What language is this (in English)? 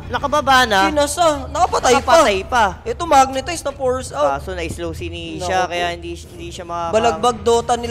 Filipino